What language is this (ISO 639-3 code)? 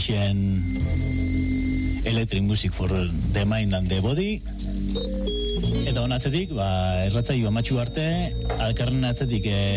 eus